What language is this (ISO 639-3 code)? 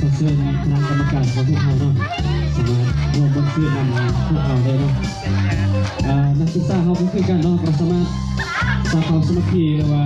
lao